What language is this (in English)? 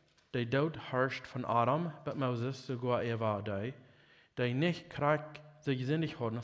Plautdietsch